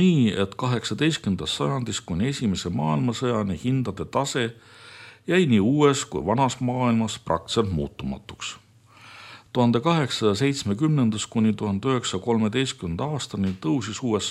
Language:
Estonian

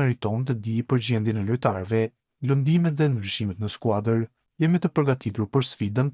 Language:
Albanian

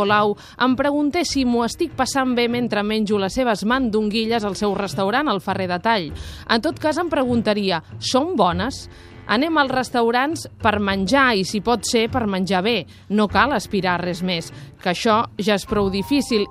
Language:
Catalan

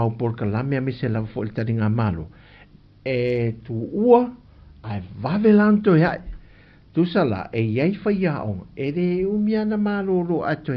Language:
Samoan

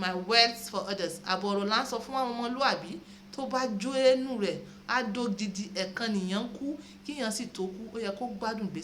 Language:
Yoruba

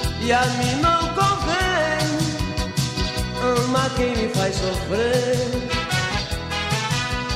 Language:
Portuguese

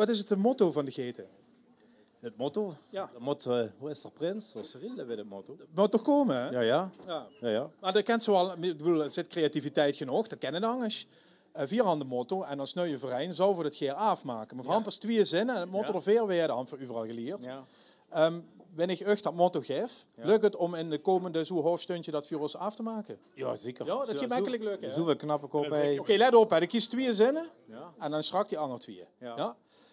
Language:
Limburgish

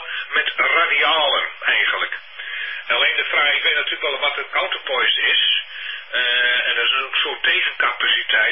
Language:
Dutch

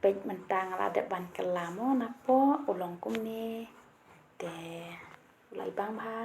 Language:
Khasi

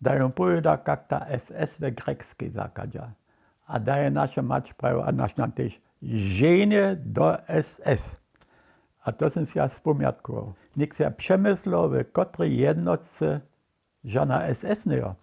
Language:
Upper Sorbian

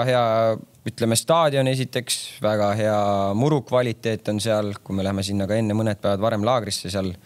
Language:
Estonian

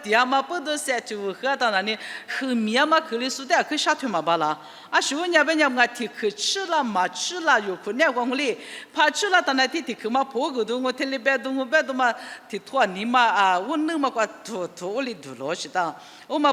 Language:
Lisu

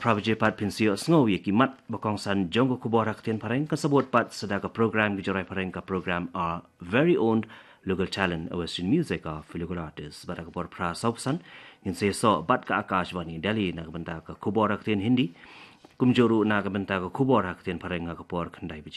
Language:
Khasi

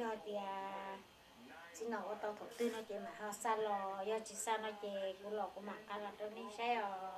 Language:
Hmong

